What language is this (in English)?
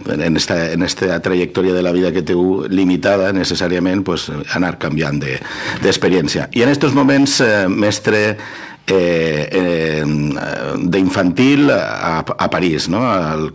Catalan